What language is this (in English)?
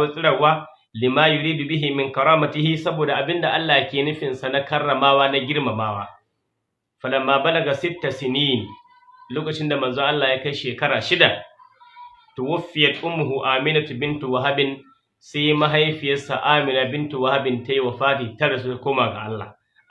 Hausa